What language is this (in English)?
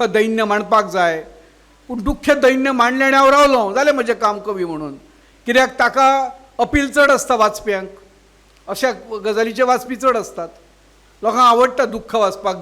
Konkani